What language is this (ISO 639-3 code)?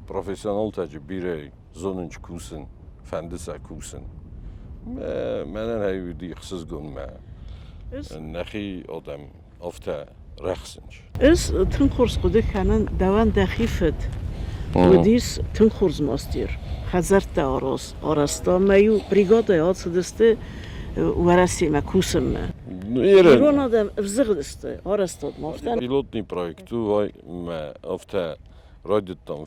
oss